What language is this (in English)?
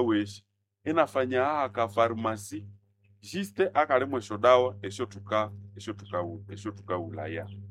Nande